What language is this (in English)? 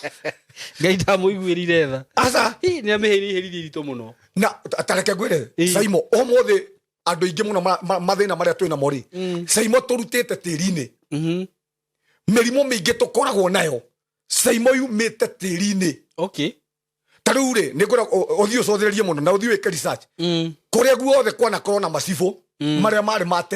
Kikuyu